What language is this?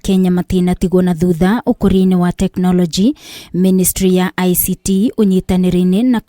Kikuyu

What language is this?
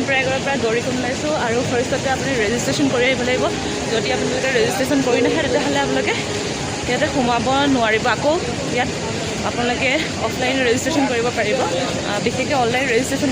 Assamese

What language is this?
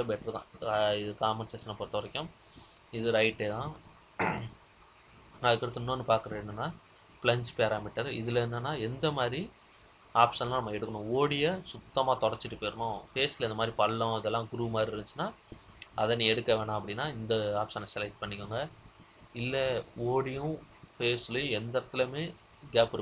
Tamil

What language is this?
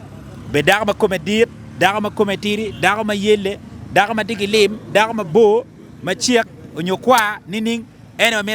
Acoli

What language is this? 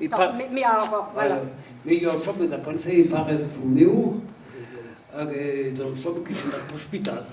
Breton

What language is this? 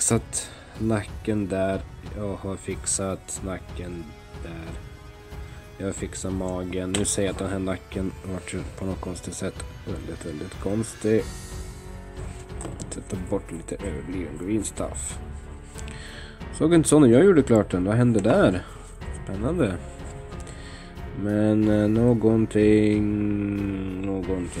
Swedish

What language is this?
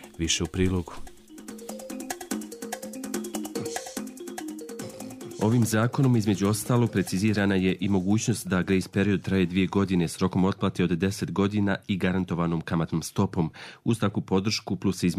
Bosnian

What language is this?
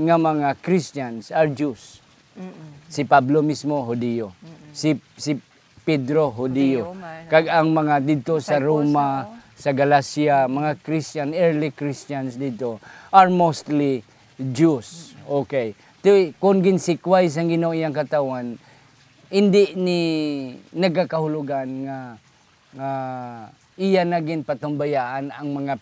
Hiligaynon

